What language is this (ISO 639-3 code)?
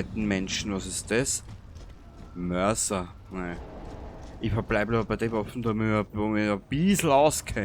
bar